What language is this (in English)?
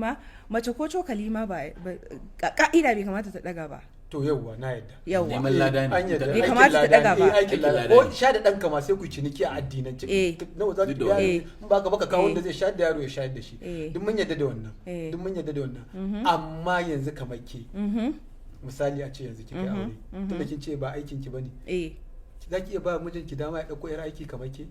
Hausa